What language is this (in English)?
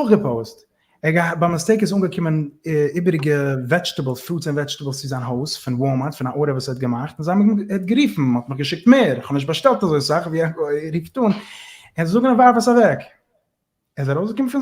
Yiddish